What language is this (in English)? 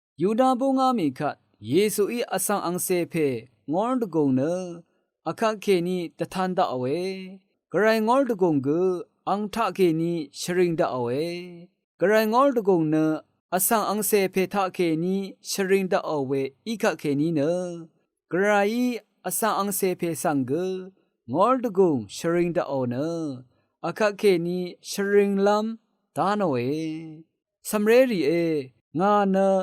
Rawang